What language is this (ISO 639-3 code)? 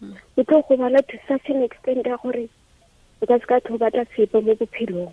tsn